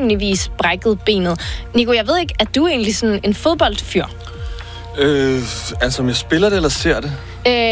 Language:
Danish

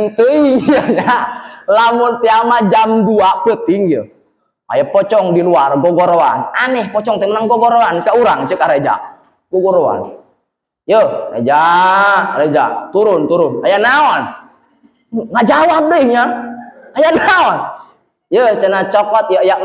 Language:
Sundanese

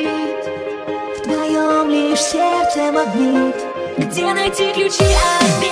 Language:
Russian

